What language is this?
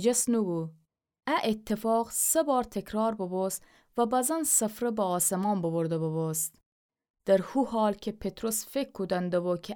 Gilaki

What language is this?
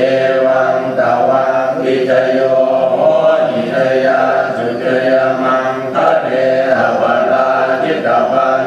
Pali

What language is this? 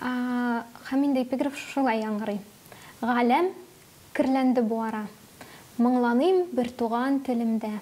Tatar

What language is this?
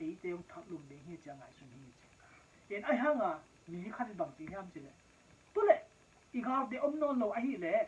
Tedim Chin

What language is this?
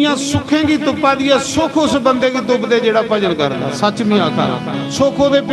Dogri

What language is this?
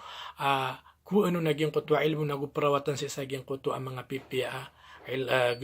Maranao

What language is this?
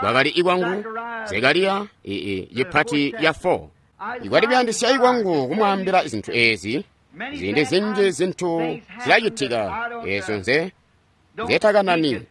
Tonga (Zambia)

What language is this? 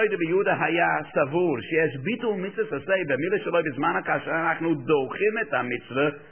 Hebrew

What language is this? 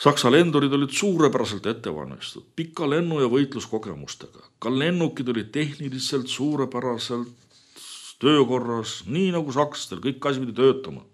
Estonian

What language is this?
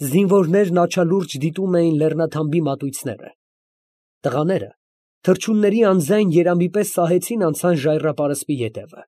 Armenian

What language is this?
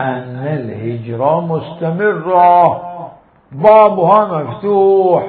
Mesopotamian Arabic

